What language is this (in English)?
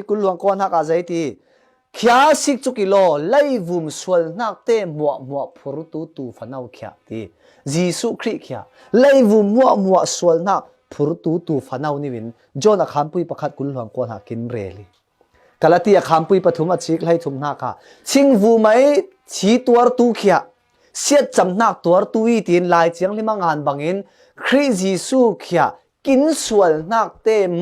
Falam Chin